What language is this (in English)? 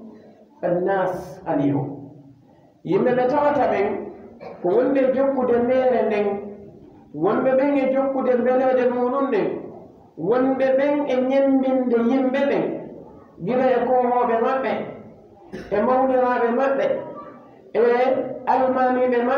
Fula